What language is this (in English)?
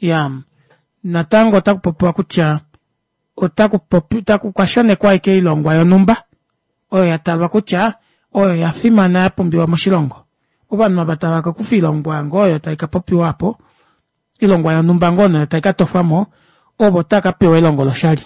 Kuanyama